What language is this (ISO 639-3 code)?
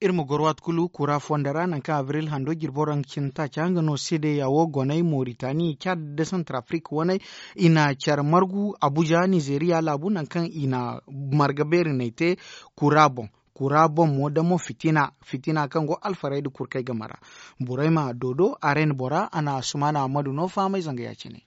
dje